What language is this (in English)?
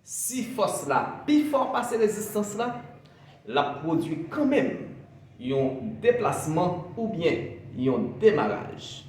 Haitian Creole